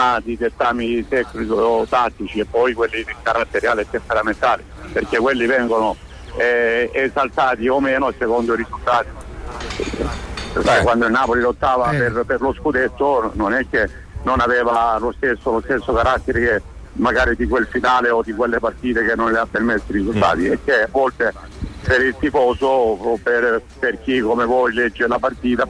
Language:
Italian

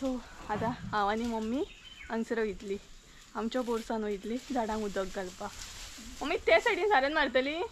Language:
Konkani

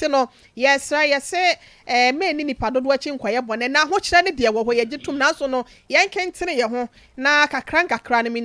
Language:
Akan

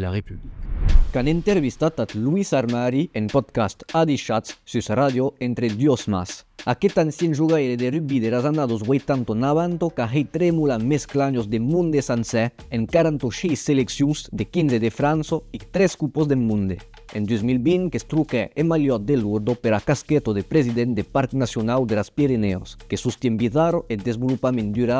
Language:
Occitan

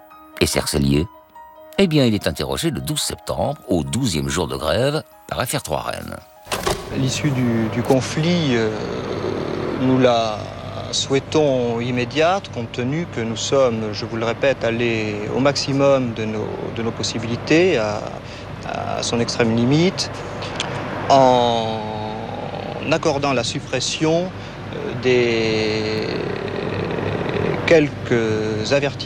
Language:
French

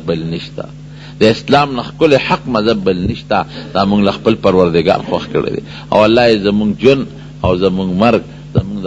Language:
Pashto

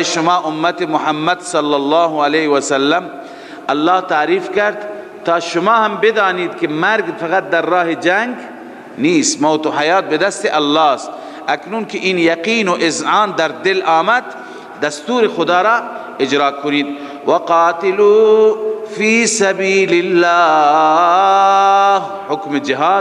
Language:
Persian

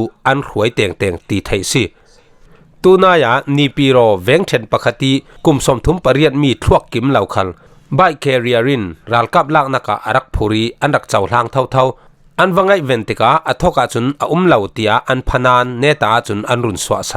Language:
Falam Chin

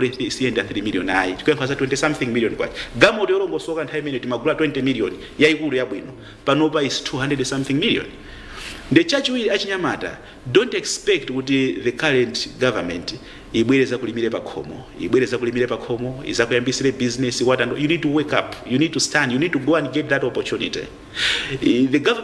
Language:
Nyanja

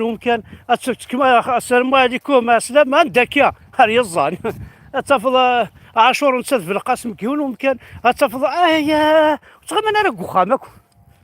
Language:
Kabyle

